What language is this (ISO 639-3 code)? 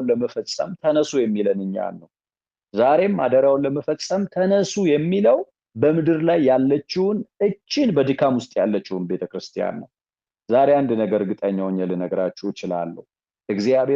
amh